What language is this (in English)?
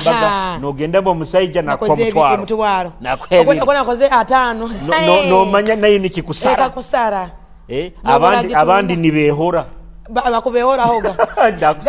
Nyoro